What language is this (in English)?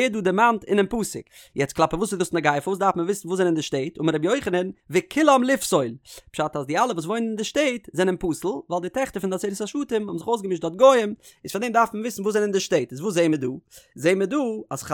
Yiddish